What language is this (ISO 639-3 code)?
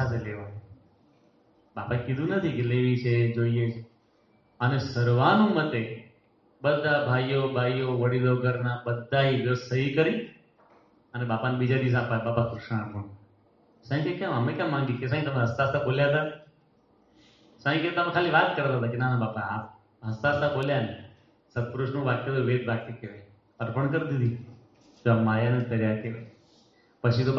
guj